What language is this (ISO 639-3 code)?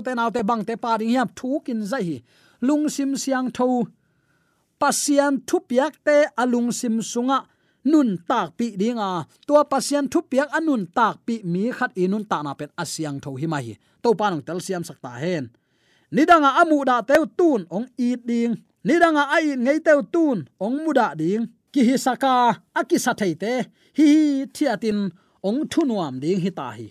ctd